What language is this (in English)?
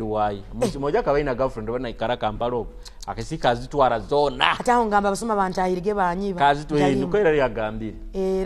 Tooro